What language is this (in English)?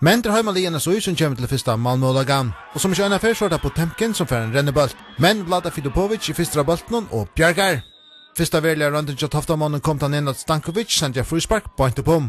Faroese